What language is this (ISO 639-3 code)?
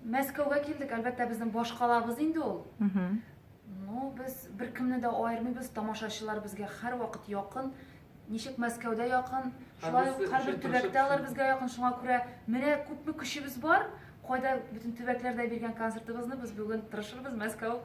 tat